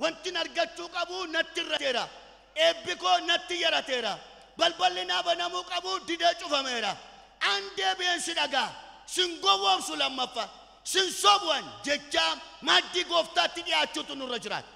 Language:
Oromo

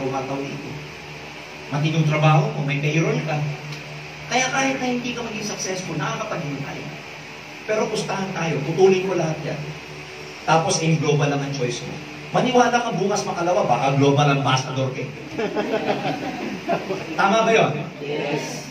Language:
Filipino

